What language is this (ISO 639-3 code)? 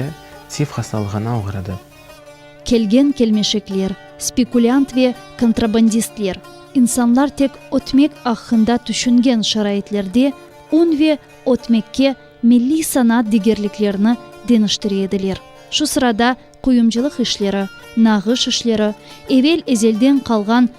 crh